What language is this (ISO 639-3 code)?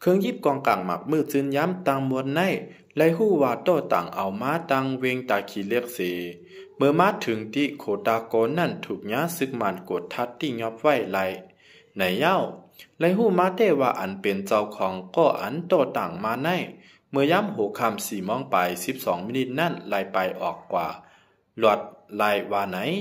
shn